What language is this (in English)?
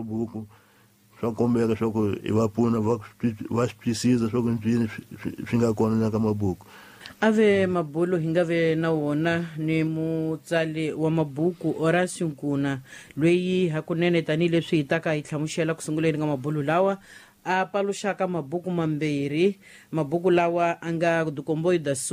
Tsonga